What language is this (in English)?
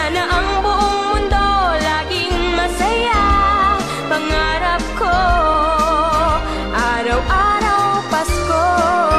Filipino